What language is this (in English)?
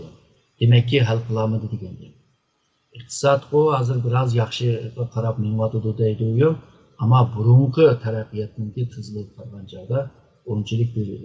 Uyghur